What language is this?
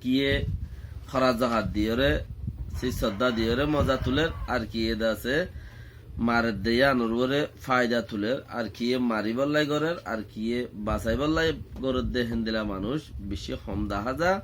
Rohingya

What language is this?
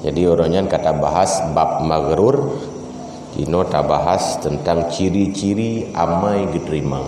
Achinese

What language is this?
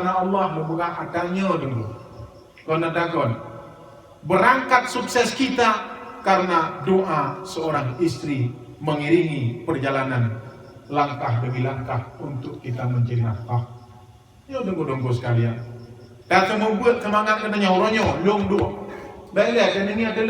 Achinese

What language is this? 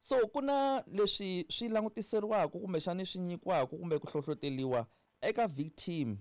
Tsonga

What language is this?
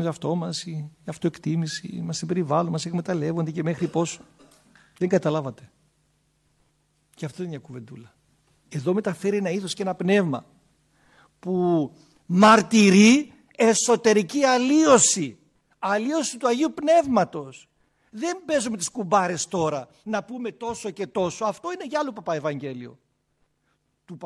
Greek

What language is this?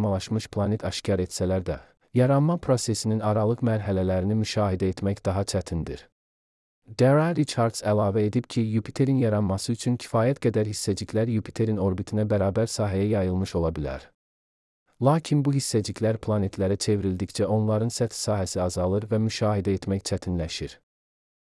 Azerbaijani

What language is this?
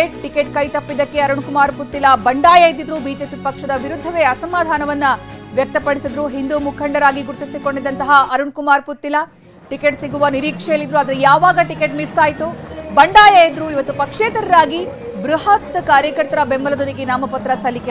Kannada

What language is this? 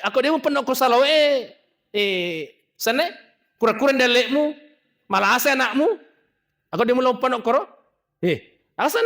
Buginese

